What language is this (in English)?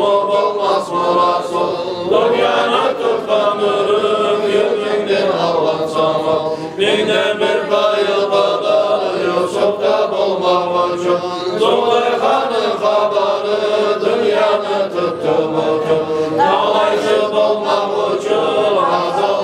Kumyk